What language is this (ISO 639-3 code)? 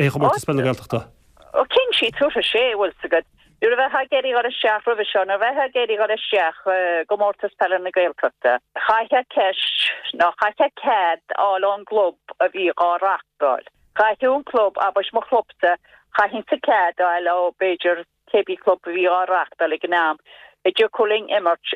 gle